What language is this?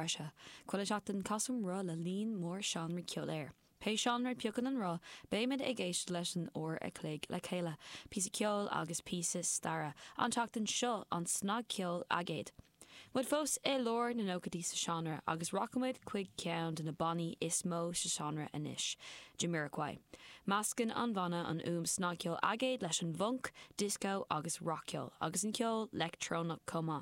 Irish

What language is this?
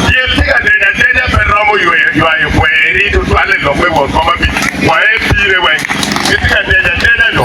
Acoli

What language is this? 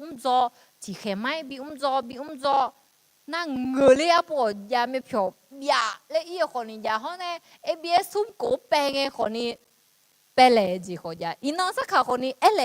Akha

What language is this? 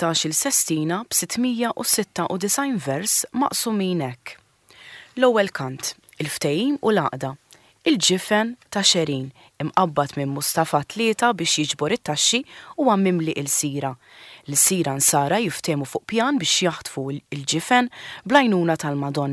Maltese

